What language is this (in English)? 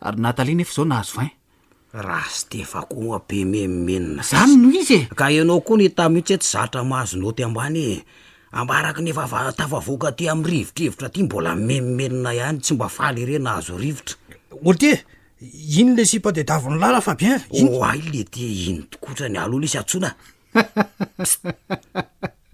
Malagasy